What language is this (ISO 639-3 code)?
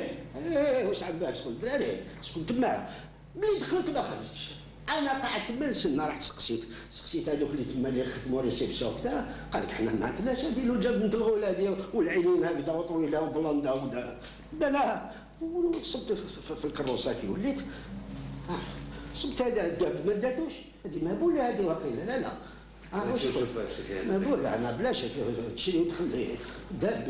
arq